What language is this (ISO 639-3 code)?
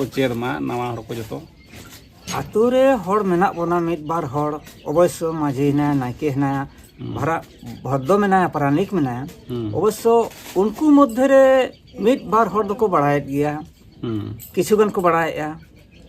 sat